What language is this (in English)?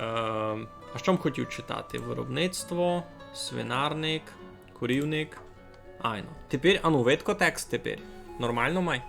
Rusyn